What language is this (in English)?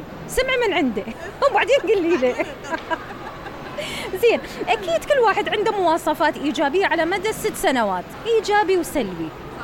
Mesopotamian Arabic